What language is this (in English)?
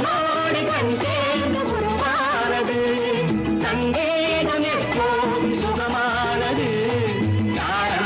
Tamil